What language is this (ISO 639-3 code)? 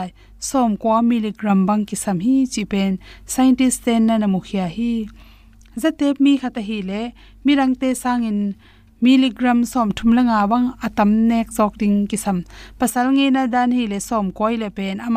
ctd